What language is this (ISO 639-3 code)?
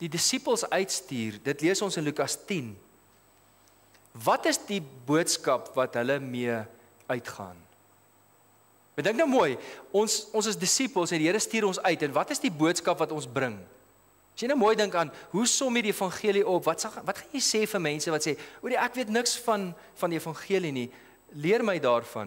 afr